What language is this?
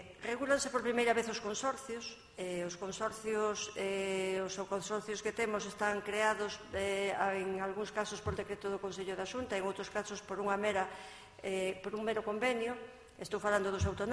Galician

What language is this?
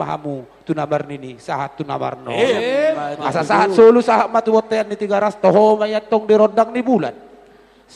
Batak Toba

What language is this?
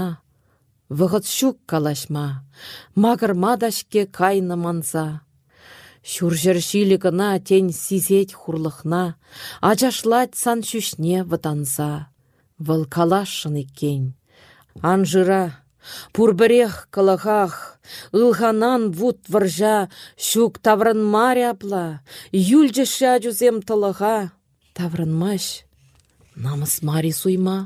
Chuvash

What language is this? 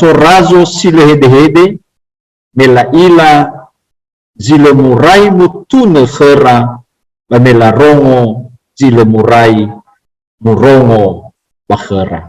Nias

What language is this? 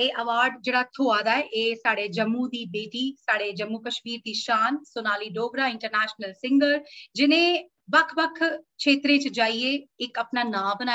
Dogri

